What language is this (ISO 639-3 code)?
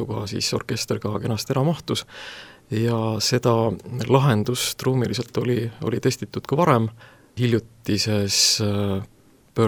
est